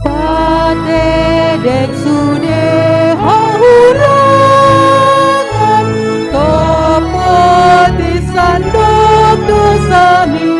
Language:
Batak Toba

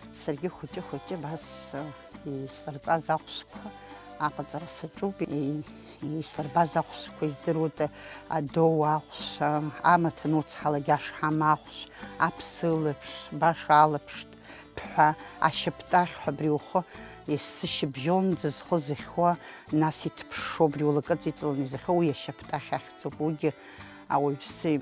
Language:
Abkhazian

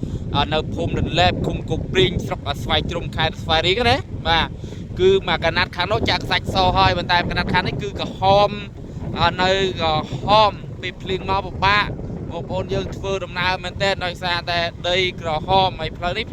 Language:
Khmer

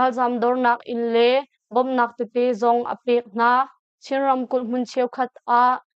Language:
Hakha Chin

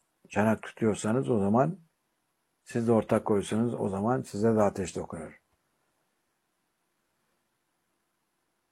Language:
Turkish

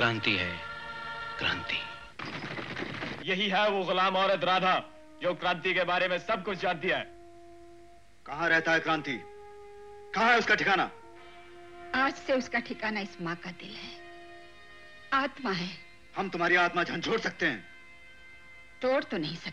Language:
Hindi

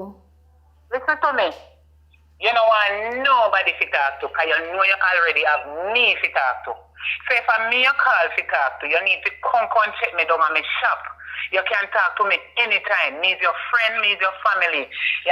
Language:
Jamaican Creole English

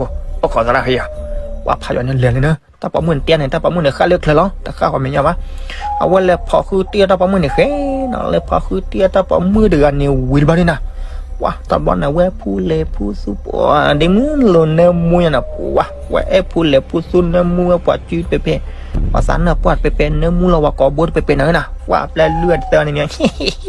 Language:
S'gaw Karen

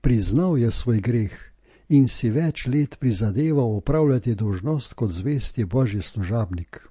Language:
Slovenian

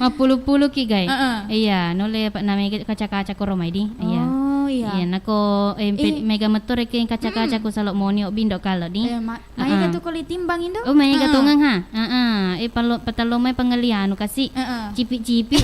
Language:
Buginese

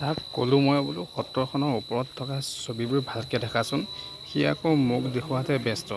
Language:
Assamese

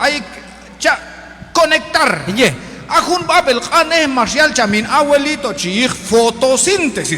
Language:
Q'anjob'al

